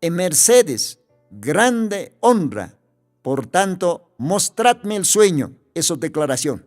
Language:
Aymara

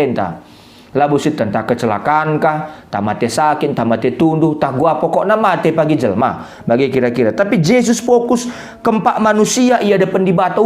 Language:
Batak Karo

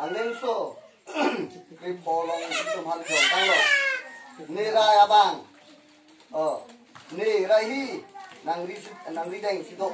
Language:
Karbi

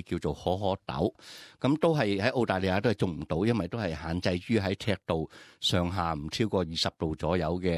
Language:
Cantonese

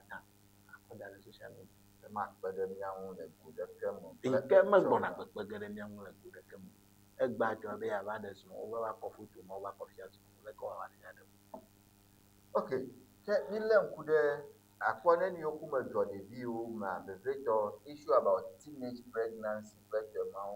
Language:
Ewe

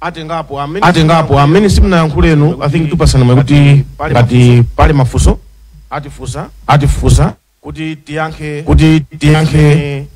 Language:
Nyanja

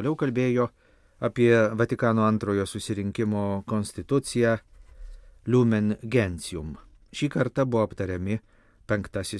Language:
Lithuanian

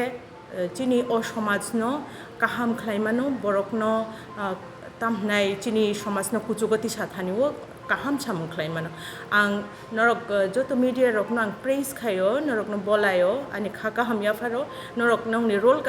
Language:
Kok Borok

